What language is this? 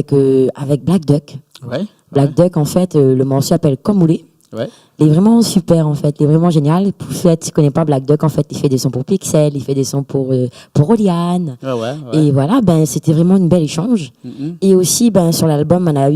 Réunion Creole French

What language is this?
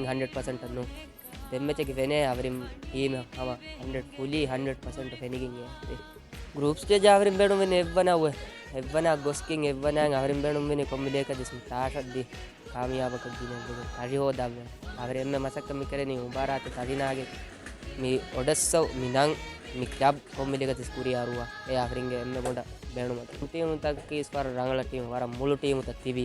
Divehi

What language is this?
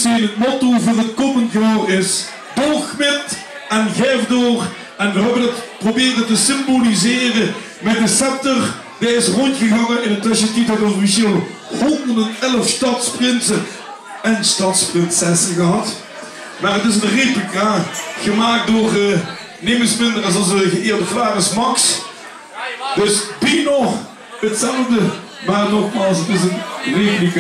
Limburgish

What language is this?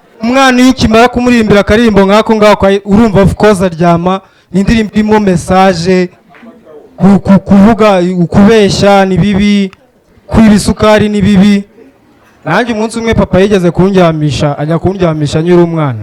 Kinyarwanda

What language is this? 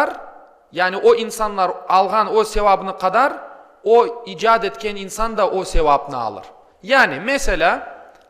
Crimean Tatar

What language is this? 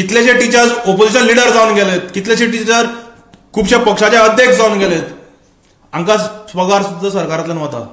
Konkani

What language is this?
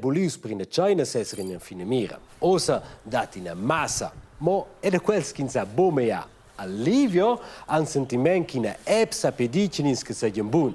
Romansh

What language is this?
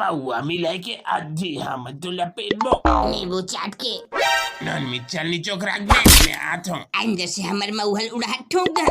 Chhattisgarhi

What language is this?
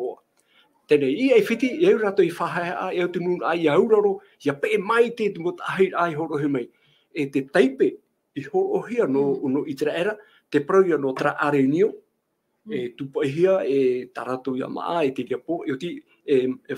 Tahitian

